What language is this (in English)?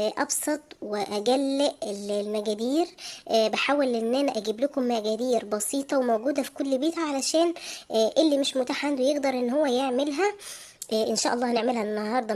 Egyptian Arabic